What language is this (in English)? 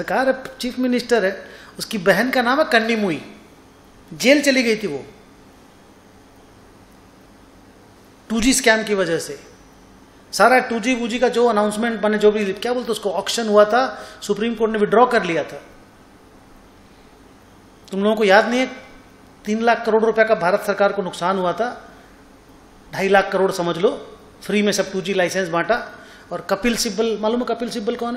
Hindi